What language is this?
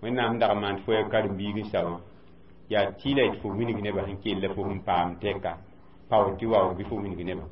Mossi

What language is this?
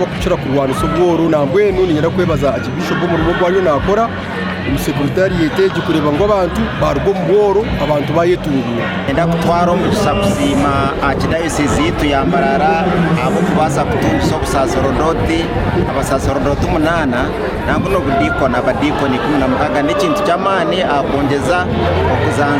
Nyankole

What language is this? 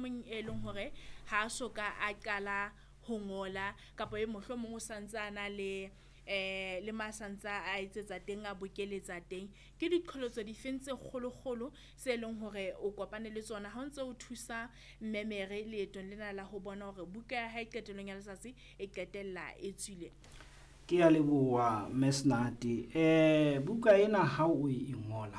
Southern Sotho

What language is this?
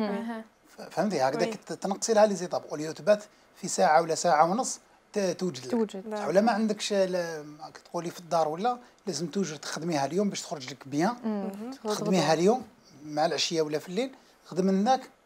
Algerian Arabic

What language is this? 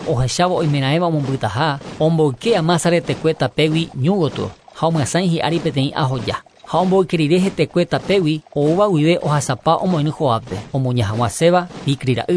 Guarani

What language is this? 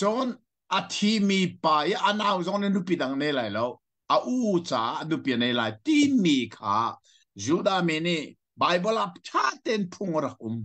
Hakha Chin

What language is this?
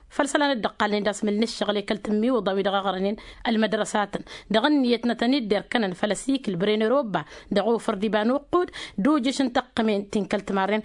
Tamasheq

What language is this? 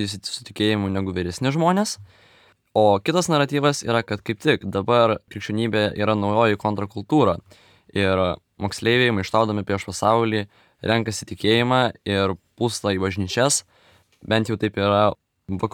Lithuanian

